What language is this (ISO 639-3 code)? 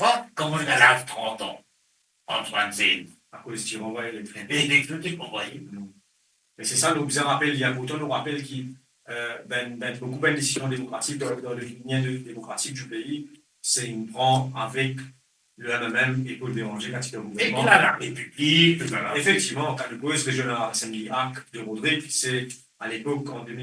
mfe